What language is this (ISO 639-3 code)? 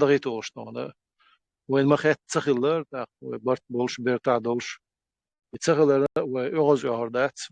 che